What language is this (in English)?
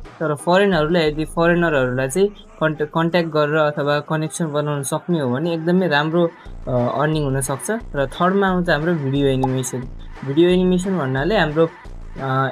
Nepali